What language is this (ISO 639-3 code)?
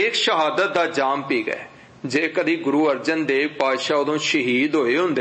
pan